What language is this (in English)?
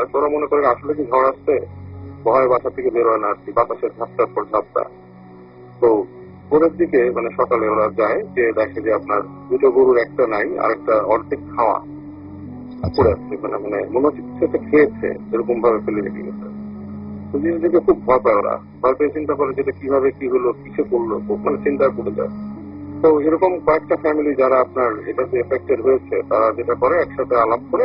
Bangla